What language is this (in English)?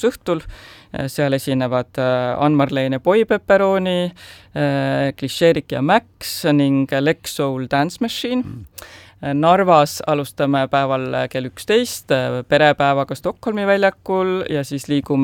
Estonian